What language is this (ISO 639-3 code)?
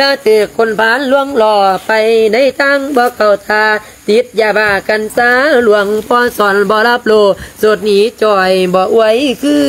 lao